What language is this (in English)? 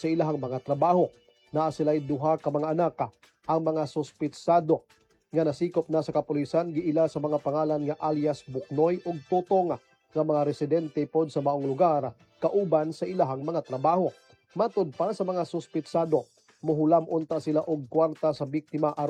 Cebuano